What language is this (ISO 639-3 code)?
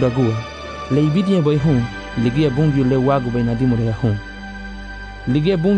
cab